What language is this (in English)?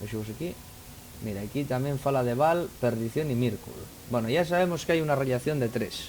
Asturian